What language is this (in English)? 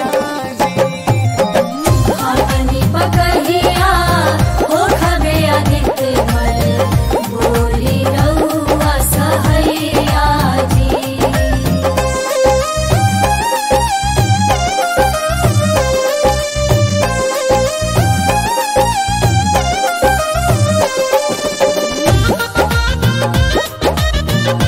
Bhojpuri